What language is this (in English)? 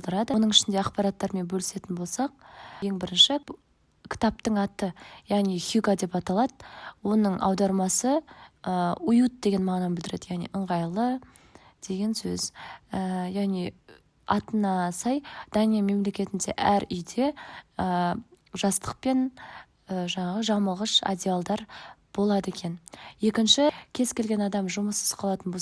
Kazakh